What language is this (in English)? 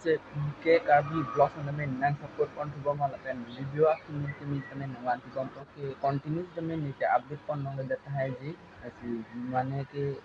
Karbi